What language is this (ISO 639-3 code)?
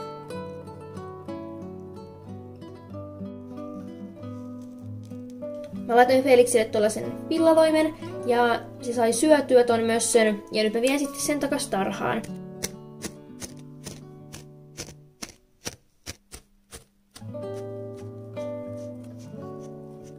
fin